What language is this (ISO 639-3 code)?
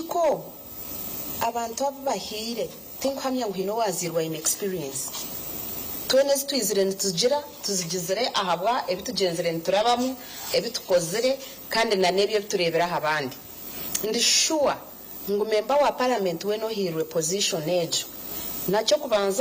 nyn